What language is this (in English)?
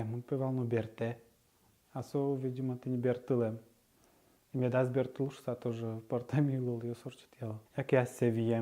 Udmurt